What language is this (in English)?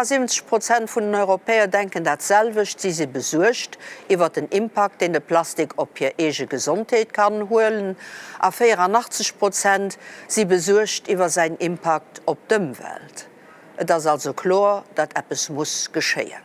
Luxembourgish